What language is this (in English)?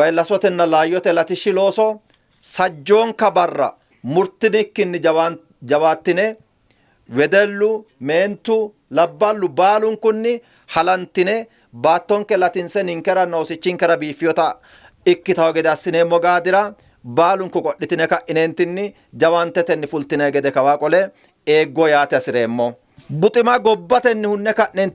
Sidamo